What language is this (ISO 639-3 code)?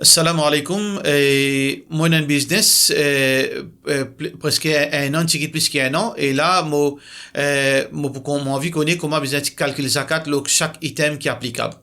mfe